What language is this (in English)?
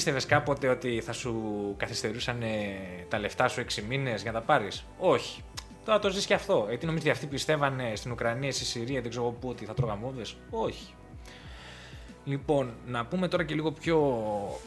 Greek